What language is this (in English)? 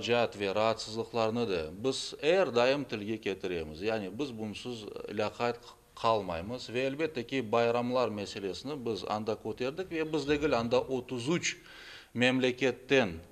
Crimean Tatar